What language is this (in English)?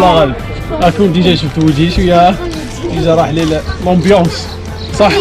Algerian Arabic